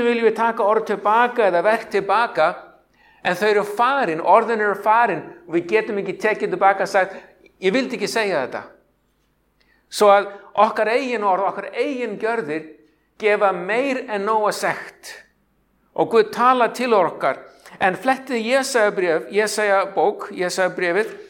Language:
Icelandic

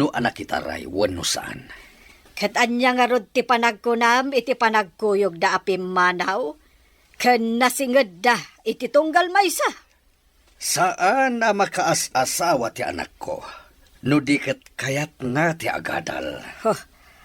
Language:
Iloko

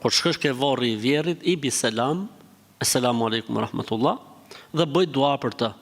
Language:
Albanian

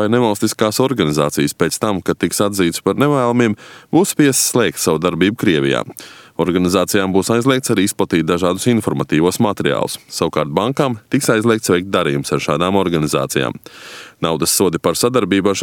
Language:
Latvian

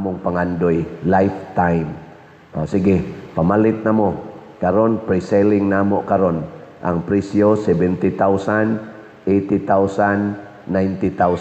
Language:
Cebuano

